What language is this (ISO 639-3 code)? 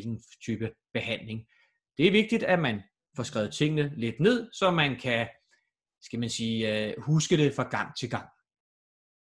dan